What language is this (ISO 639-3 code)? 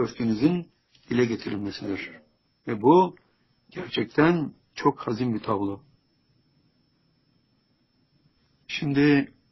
tur